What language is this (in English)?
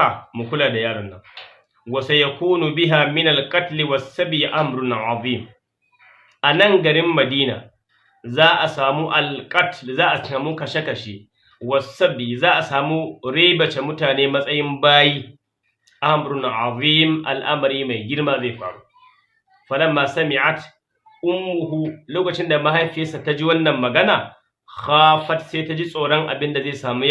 Hausa